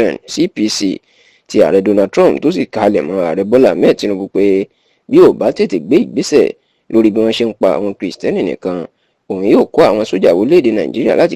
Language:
Yoruba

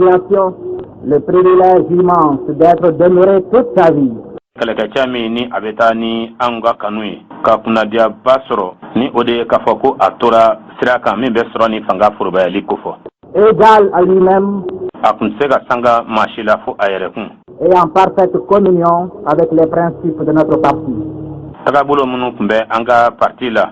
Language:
Bambara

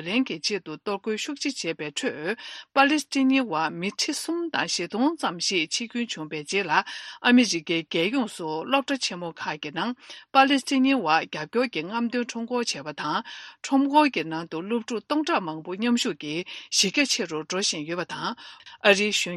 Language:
Tibetan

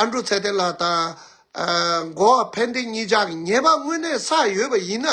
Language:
Tibetan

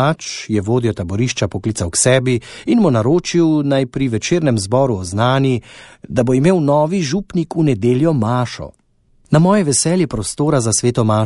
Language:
Slovenian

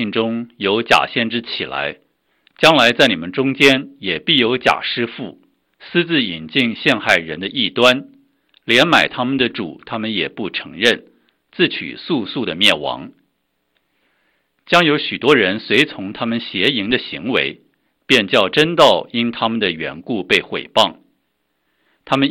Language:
Chinese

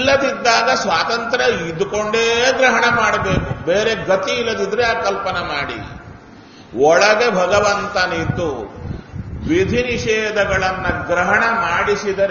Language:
Kannada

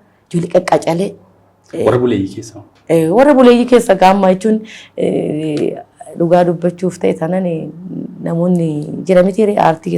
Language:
Oromo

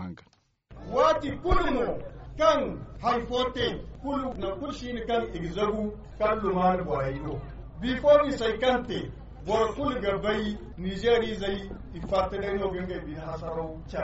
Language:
Zarma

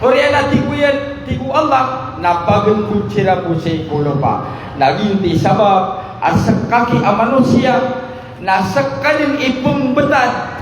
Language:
Maranao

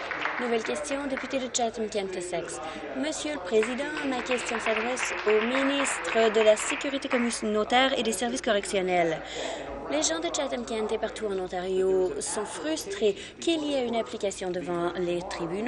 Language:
French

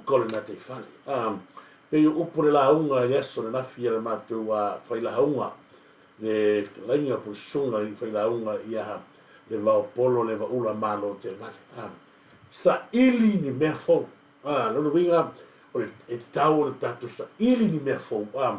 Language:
Samoan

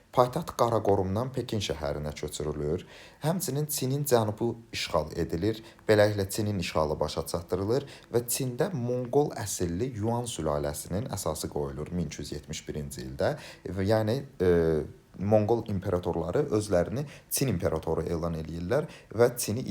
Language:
Azerbaijani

